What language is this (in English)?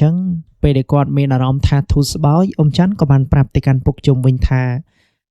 Khmer